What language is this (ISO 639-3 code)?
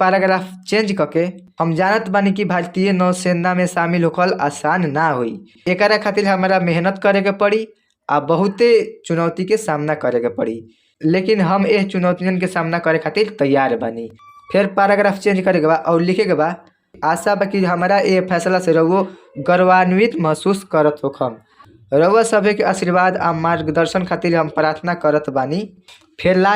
bho